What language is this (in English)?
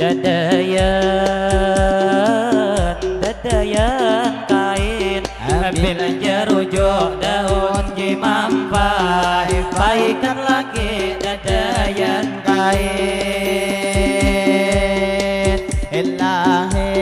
Banjar